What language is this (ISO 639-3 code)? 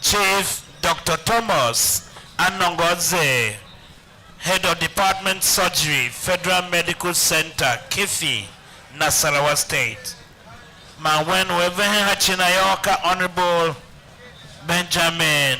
tiv